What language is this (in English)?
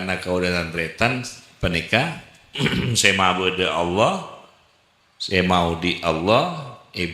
Madurese